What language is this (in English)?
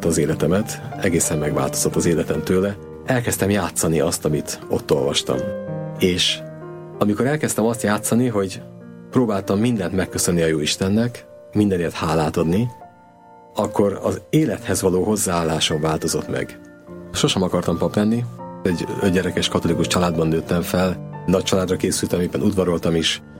Hungarian